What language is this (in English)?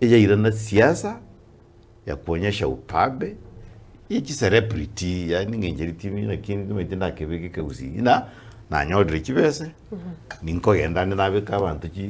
Gusii